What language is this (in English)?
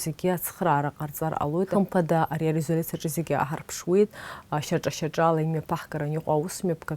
Abkhazian